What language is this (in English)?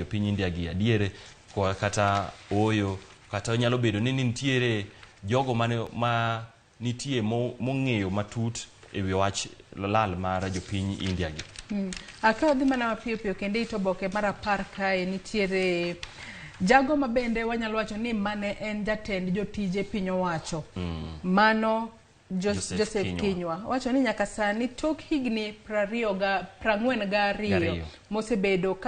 Luo (Kenya and Tanzania)